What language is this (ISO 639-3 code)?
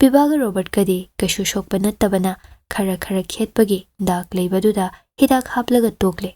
mni